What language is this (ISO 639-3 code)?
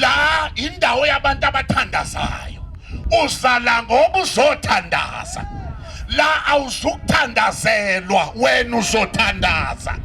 zul